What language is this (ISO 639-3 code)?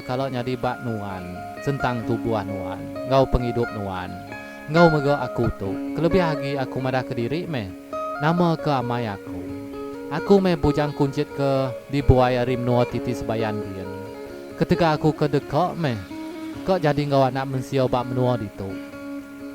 iba